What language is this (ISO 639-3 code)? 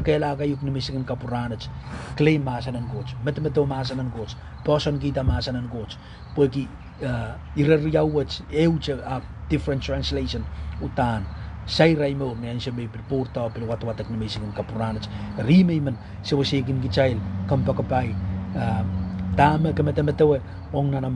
pon